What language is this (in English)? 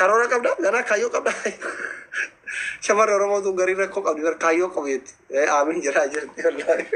Oromo